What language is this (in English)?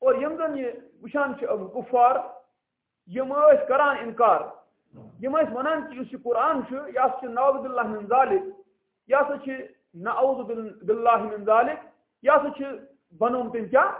Kashmiri